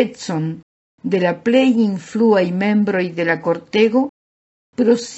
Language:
Esperanto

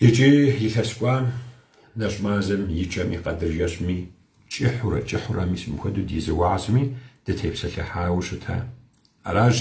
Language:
Kabardian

